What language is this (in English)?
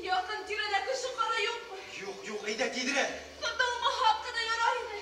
Bashkir